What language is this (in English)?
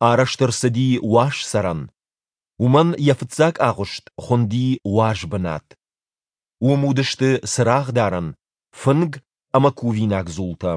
Ossetic